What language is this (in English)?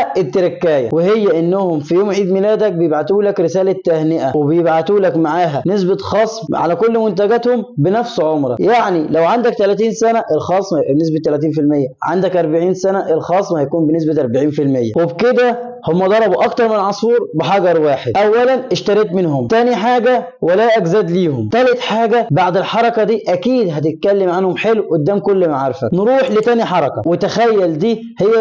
Egyptian Arabic